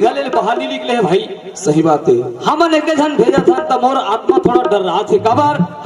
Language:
Chhattisgarhi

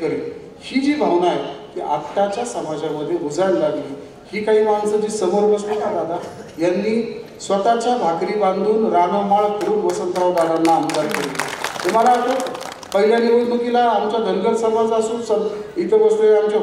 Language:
Marathi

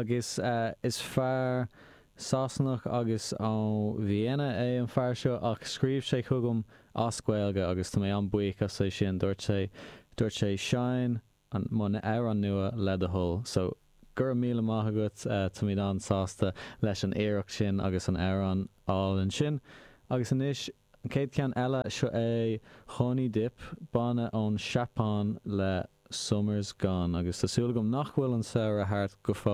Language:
Irish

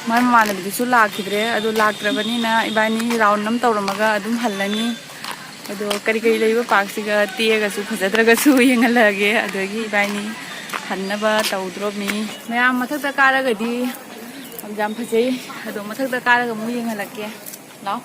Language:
Manipuri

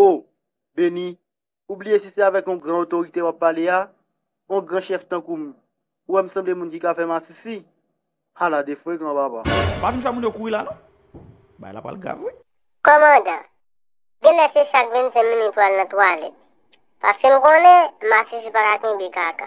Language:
Haitian Creole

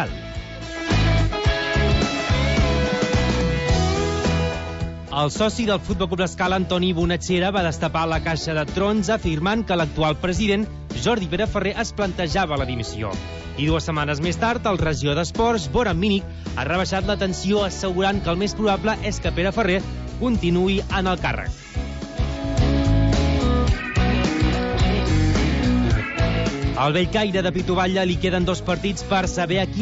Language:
Catalan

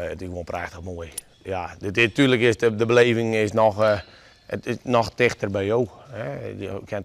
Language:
Western Frisian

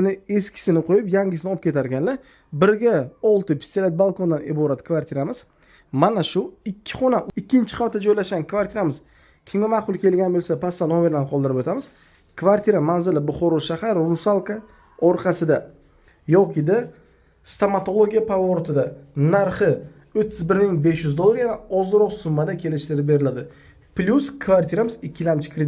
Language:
Uzbek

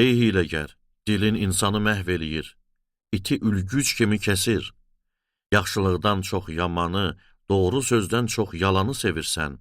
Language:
Azerbaijani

